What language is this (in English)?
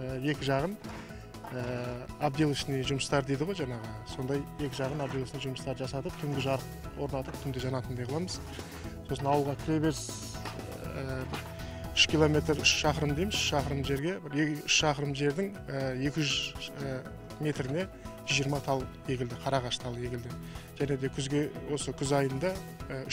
Kazakh